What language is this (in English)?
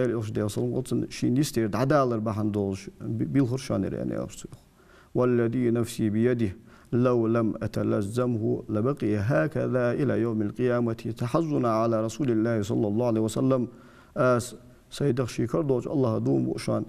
Ingush